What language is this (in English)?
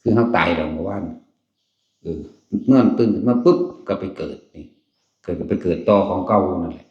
Northeastern Thai